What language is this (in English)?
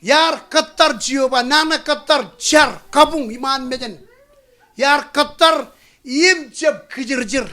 Marshallese